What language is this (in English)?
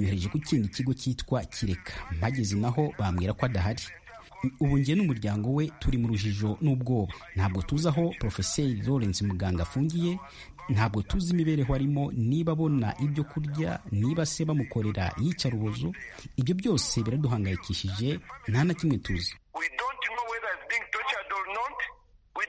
Kinyarwanda